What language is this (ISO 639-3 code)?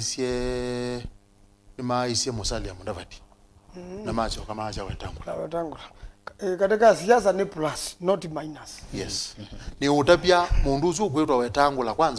kam